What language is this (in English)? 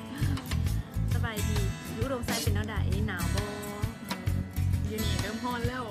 Lao